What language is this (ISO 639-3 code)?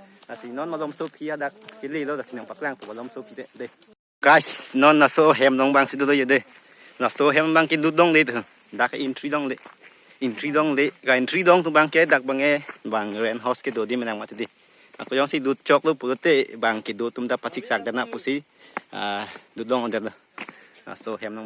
mjw